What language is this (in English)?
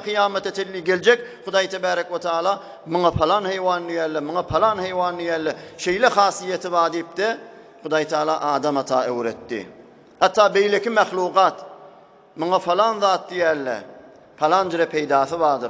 Turkmen